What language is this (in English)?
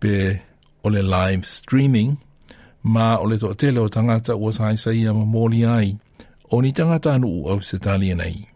Samoan